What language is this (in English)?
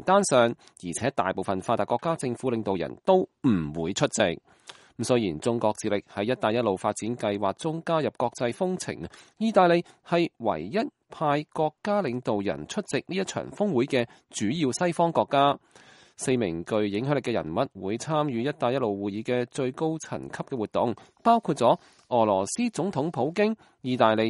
Cantonese